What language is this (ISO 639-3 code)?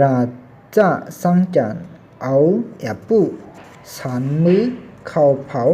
shn